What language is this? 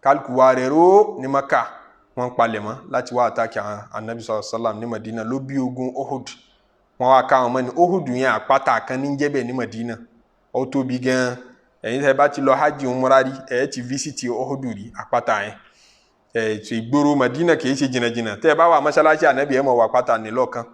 Yoruba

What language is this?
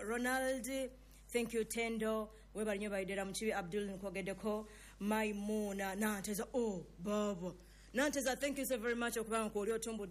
Ganda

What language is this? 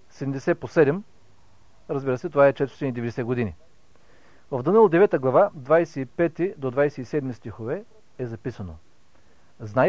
Bulgarian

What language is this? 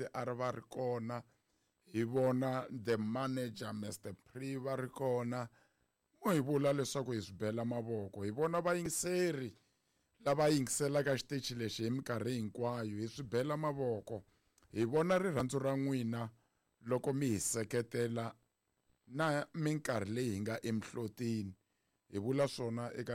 Tsonga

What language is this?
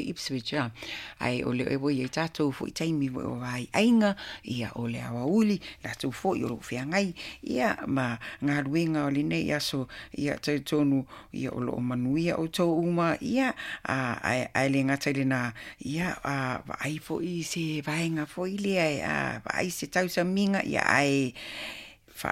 Samoan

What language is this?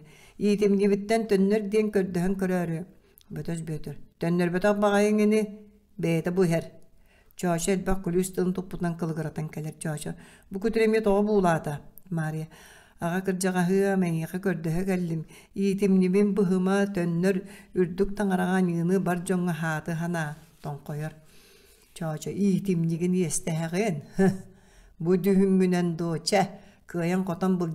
Yakut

